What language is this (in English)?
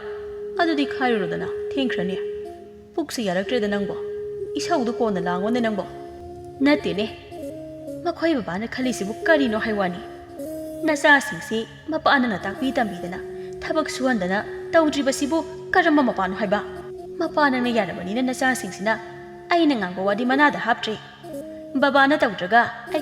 Manipuri